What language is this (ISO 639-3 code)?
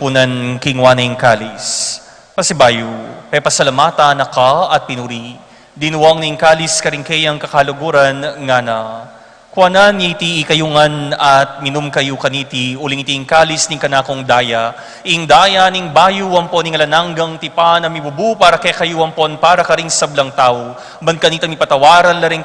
pam